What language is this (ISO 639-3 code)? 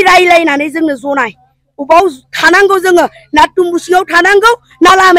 brx